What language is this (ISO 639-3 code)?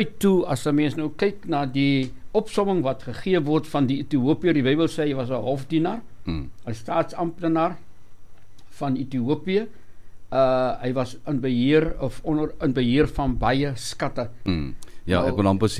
afr